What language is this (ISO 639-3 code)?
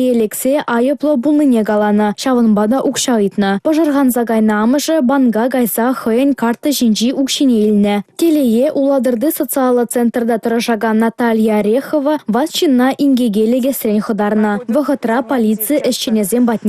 chv